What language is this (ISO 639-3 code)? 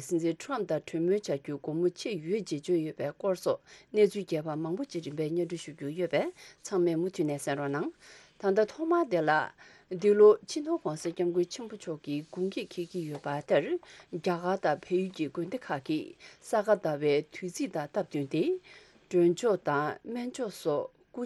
bod